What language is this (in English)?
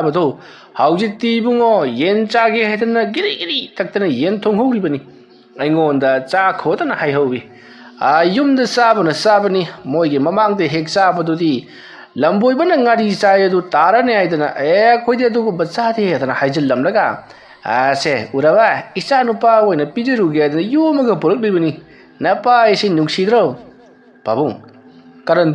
Manipuri